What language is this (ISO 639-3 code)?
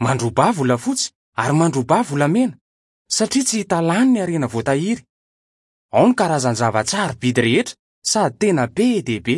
mlg